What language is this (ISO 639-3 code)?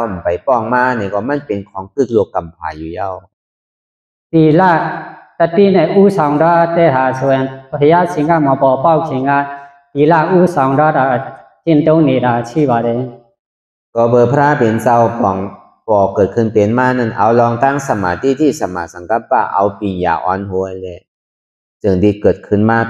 shn